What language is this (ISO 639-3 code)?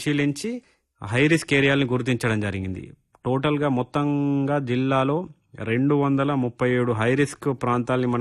tel